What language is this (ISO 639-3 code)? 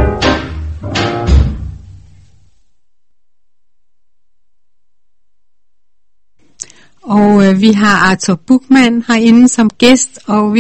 dan